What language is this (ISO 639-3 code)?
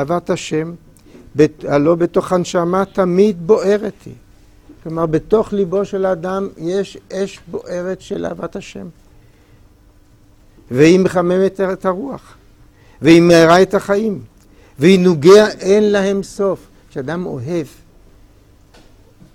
heb